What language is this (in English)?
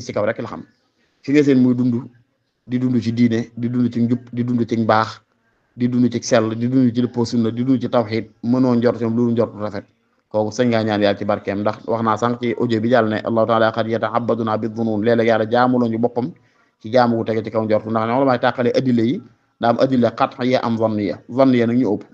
Wolof